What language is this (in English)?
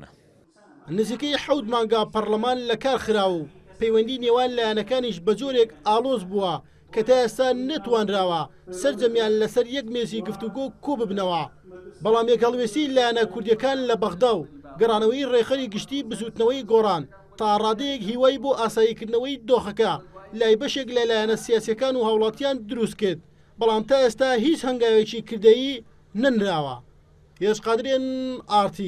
Central Kurdish